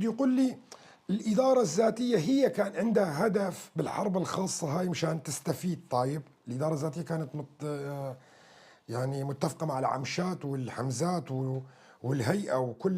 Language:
North Levantine Arabic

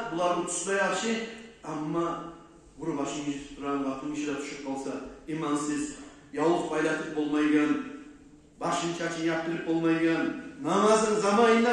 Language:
Kumyk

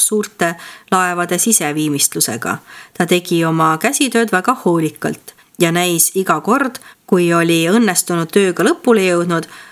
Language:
Estonian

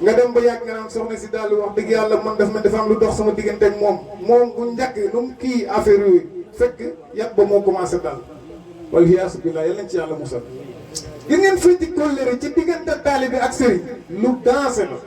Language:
Wolof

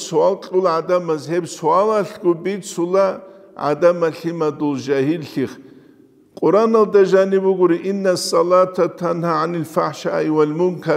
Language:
Avaric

